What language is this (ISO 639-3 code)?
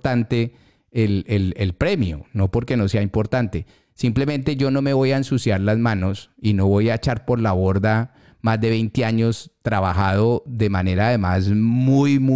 spa